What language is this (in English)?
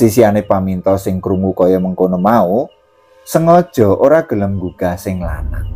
Javanese